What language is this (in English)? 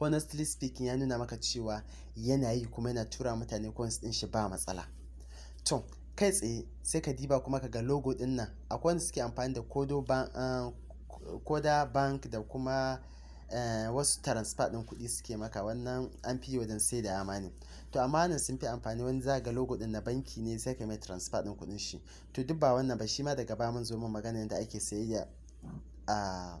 Hausa